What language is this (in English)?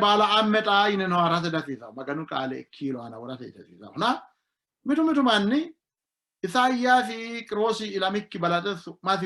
Sidamo